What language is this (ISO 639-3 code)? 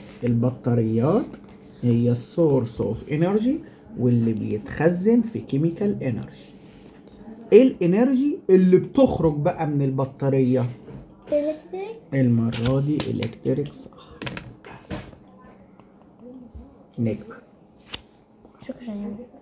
arz